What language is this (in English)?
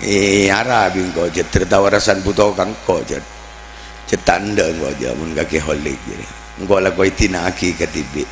Madurese